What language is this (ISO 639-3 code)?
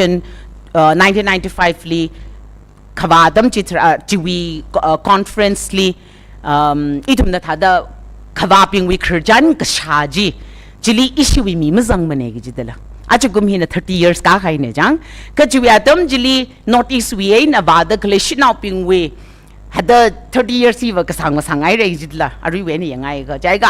nmf